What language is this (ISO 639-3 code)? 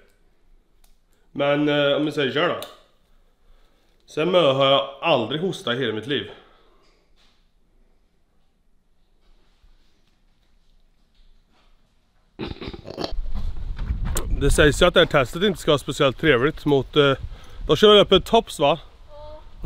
swe